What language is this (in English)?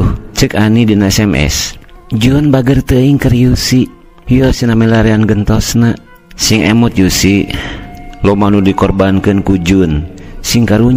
Sundanese